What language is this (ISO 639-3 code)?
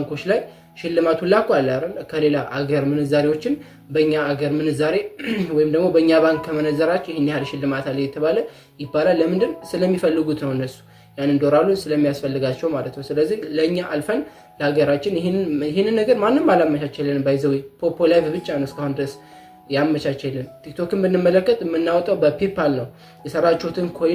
amh